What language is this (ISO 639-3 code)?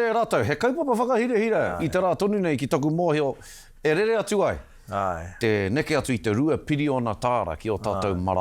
mri